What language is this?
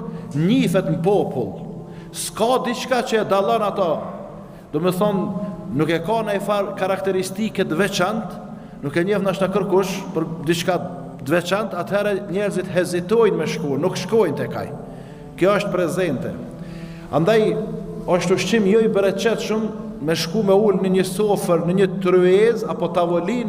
Albanian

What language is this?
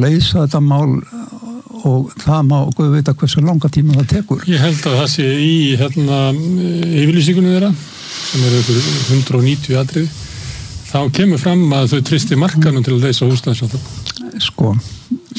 Icelandic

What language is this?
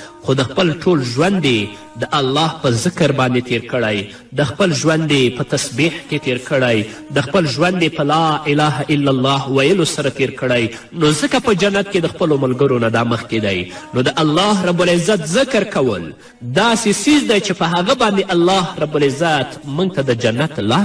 Pashto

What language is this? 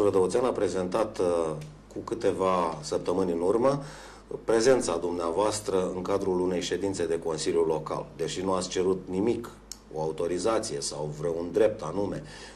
Romanian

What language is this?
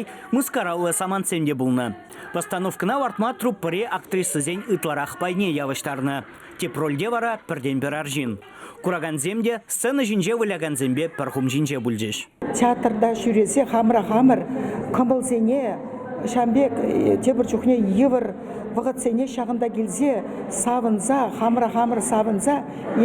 Chuvash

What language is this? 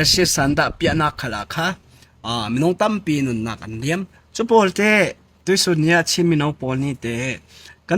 Falam Chin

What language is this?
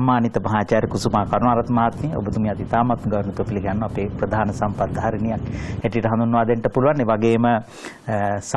Sinhala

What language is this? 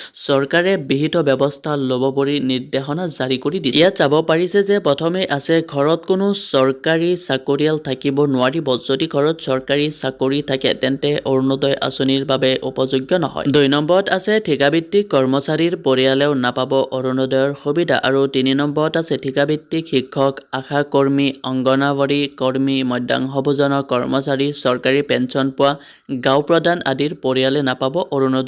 Assamese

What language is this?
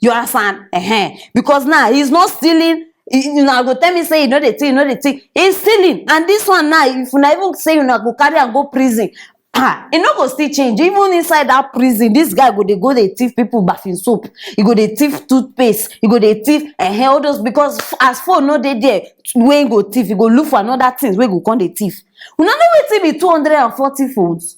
Nigerian Pidgin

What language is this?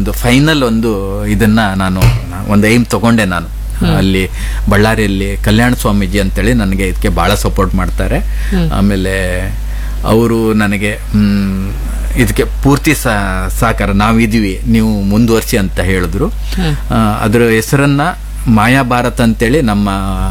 Kannada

